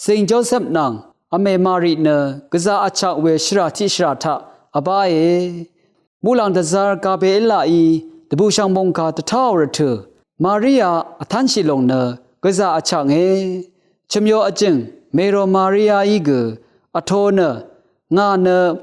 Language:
Rawang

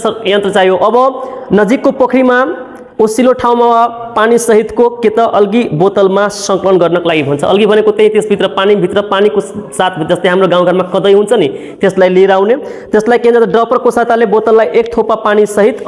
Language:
Nepali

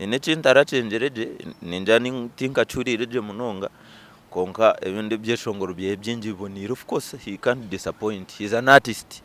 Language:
Nyankole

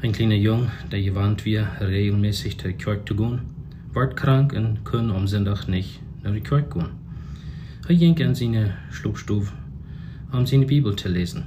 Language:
Plautdietsch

